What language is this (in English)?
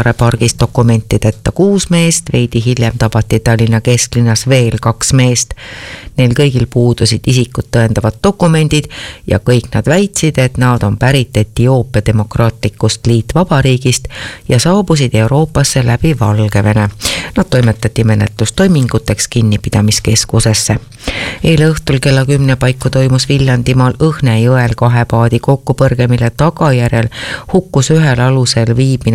Estonian